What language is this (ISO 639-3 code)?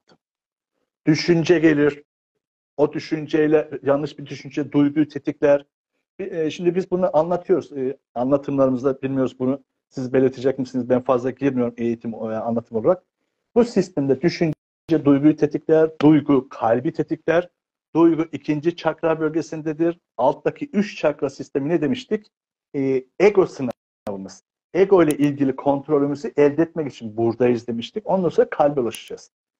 tur